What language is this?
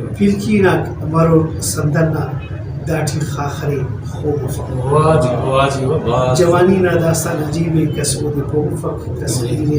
Brahui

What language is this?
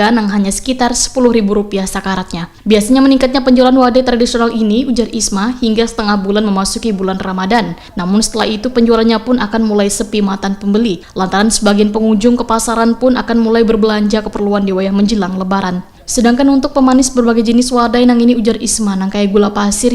Banjar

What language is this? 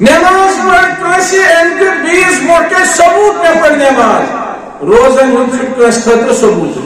Kashmiri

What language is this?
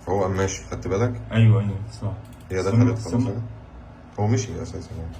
Egyptian Arabic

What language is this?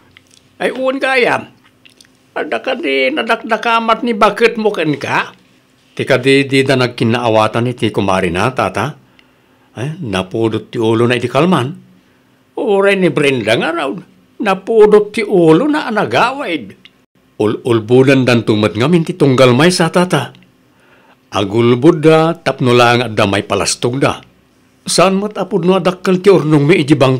Iloko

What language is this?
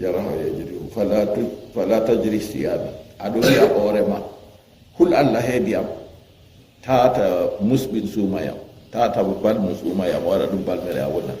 Fula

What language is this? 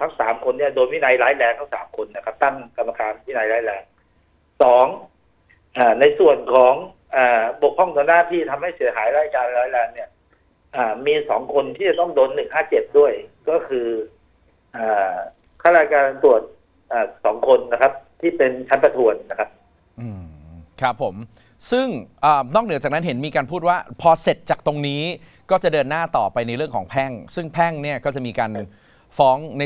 Thai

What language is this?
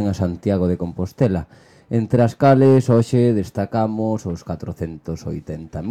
Galician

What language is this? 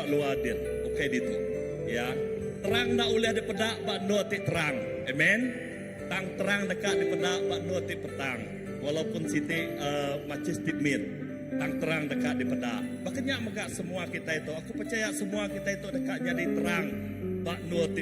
Iban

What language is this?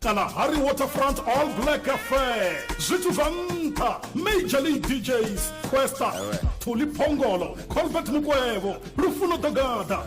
Venda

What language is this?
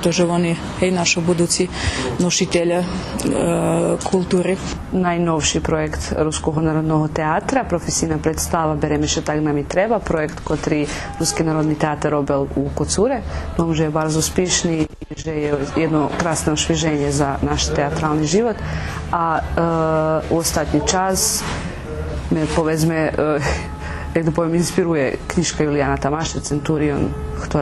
Rusyn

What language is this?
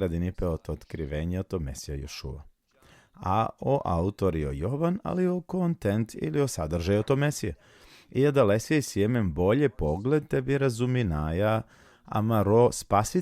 Balkan Romani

